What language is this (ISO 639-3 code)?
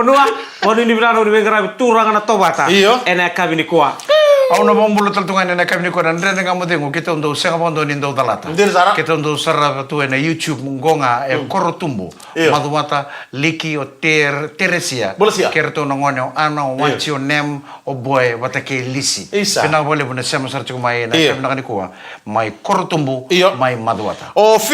fij